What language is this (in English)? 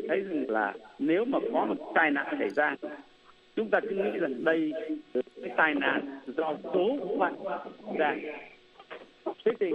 Vietnamese